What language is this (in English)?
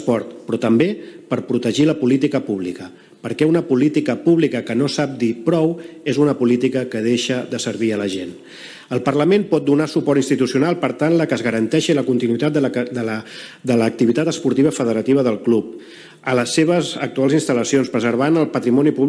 Catalan